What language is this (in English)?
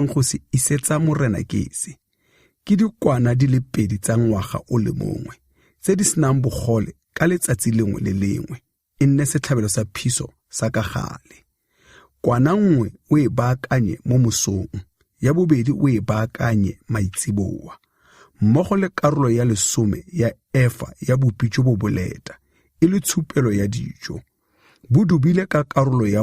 Tswana